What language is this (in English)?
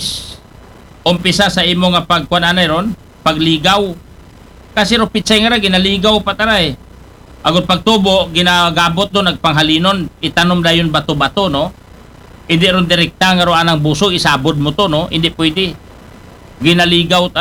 Aklanon